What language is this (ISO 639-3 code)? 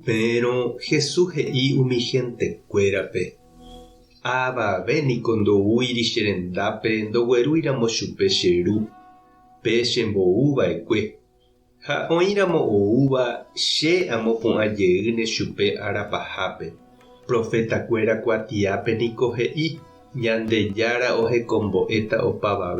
grn